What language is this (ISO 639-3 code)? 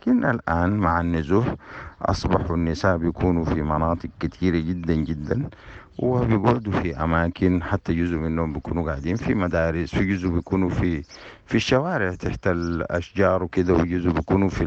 apd